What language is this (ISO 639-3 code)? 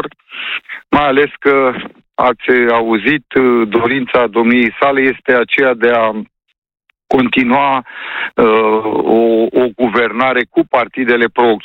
ron